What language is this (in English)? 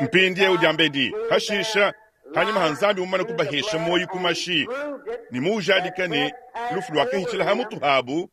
Luba-Lulua